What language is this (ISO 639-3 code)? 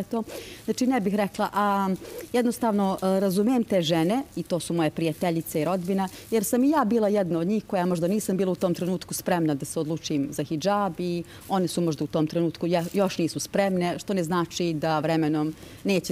srp